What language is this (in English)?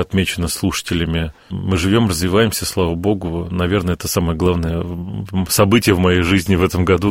Russian